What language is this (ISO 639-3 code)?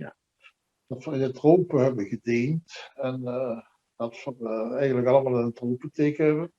lim